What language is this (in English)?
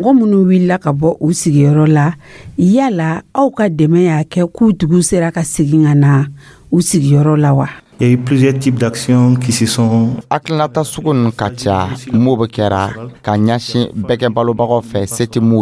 Dyula